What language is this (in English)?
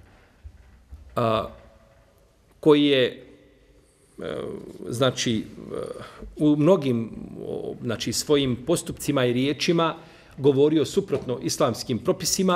Bosnian